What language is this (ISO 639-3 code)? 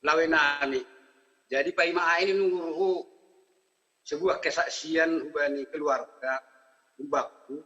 bts